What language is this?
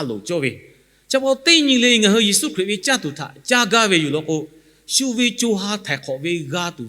Lahu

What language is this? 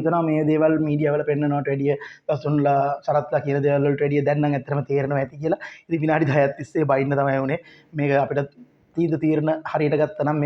Sinhala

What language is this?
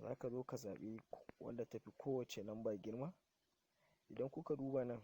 Hausa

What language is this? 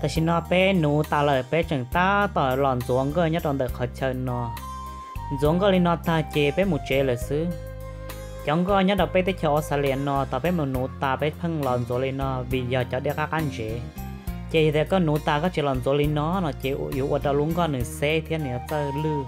Hmong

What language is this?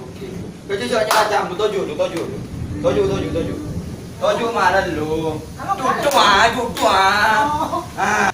Madurese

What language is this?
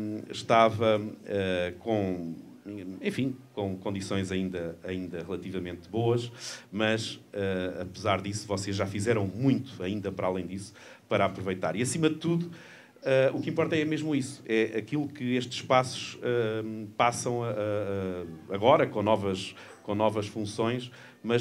Portuguese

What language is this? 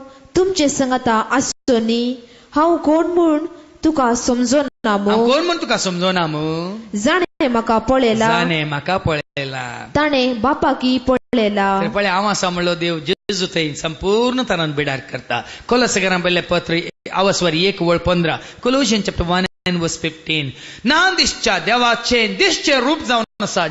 Konkani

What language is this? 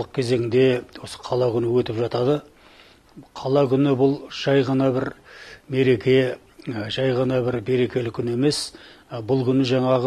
Kyrgyz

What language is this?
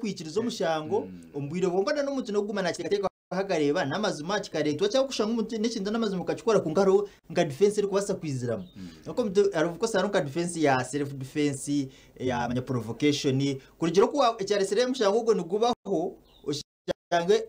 Nyankole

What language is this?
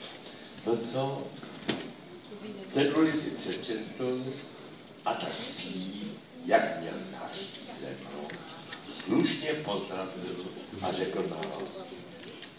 Czech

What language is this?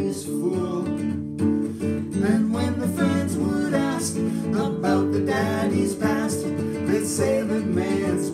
English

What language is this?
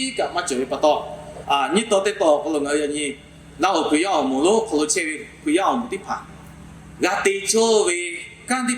Lahu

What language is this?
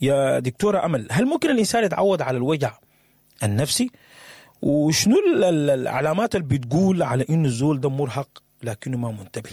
Sudanese Arabic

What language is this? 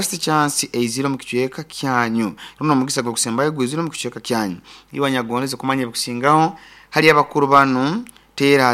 Nyoro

